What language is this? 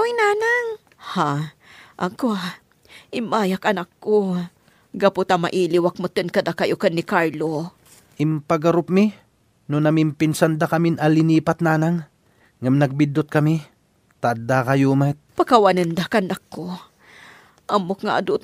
Iloko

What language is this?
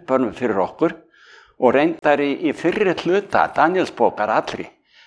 Icelandic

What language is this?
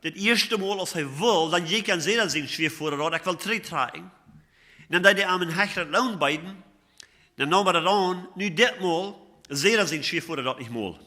Plautdietsch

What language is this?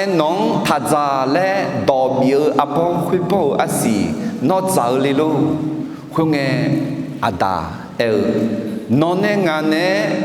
Akha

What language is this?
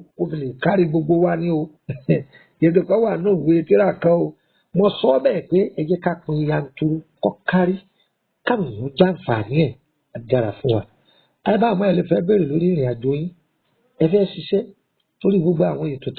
Yoruba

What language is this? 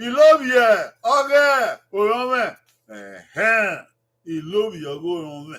Bini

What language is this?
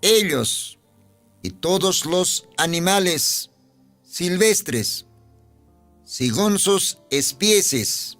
Aymara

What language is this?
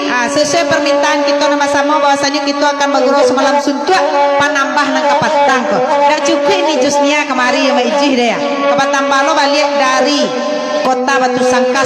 Minangkabau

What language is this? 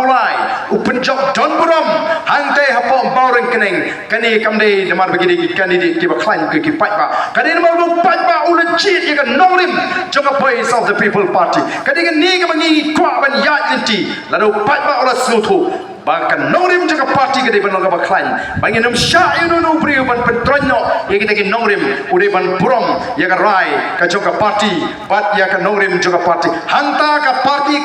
Khasi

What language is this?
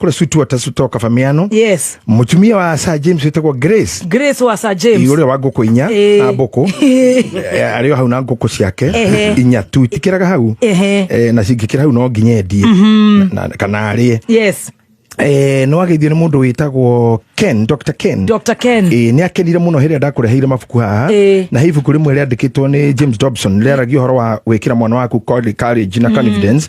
Kikuyu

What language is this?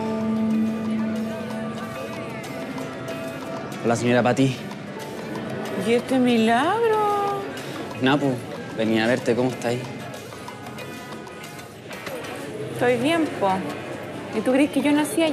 Spanish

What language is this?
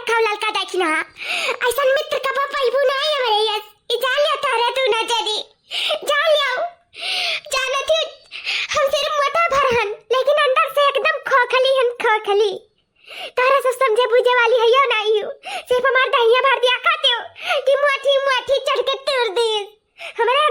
Awadhi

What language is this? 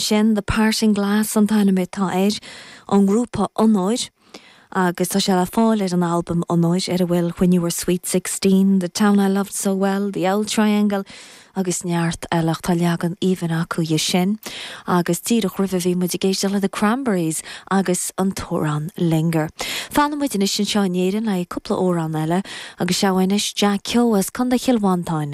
Irish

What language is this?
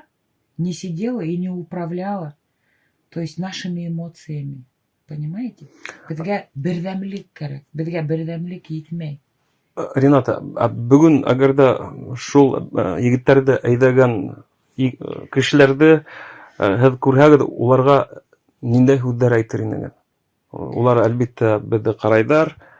Bashkir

